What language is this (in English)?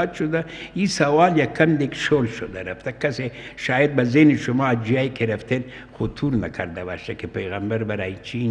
Persian